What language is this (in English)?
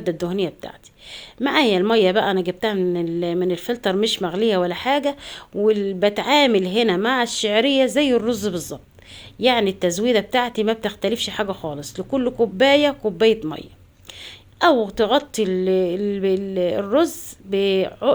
Egyptian Arabic